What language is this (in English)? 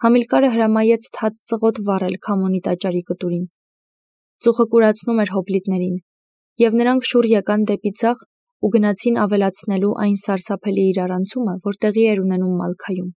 Armenian